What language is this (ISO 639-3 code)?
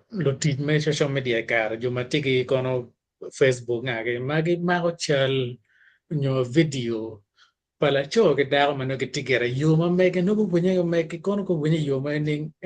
ach